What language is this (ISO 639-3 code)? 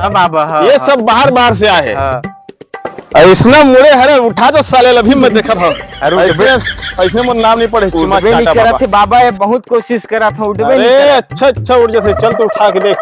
hne